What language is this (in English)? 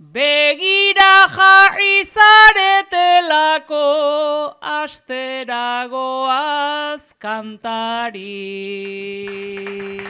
Basque